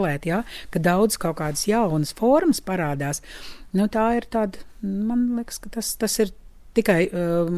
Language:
Latvian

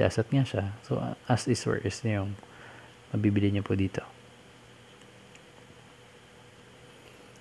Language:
Filipino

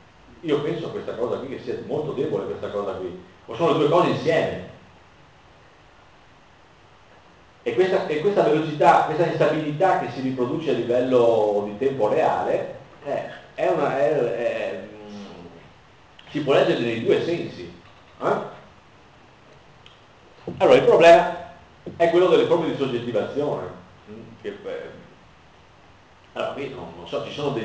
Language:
Italian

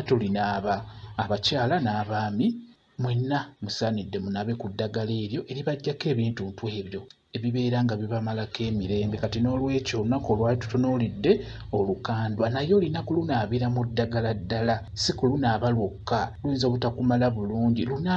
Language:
Ganda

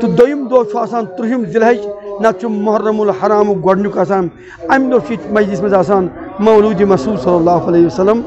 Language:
Kashmiri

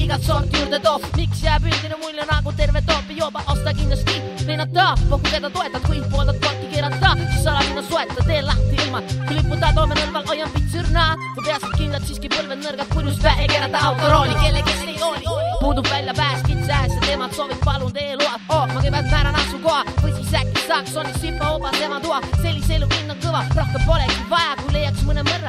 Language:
Estonian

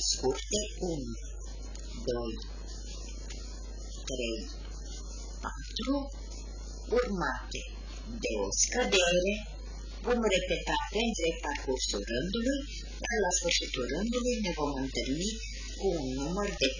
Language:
Romanian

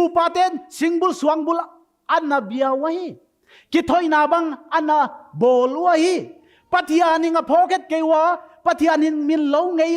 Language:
Paite Chin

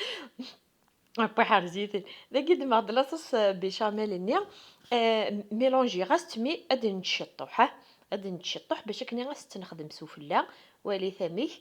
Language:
Kabyle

